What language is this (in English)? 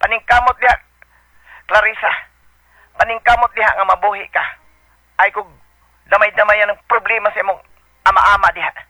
Cebuano